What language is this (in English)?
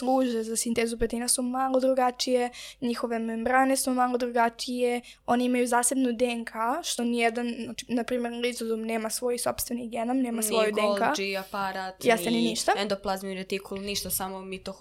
Serbian